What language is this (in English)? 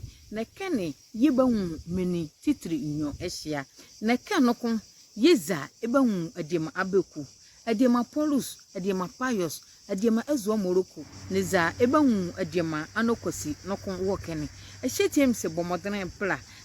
Nzima